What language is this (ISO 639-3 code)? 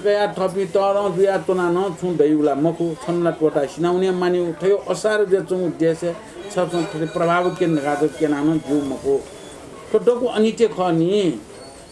new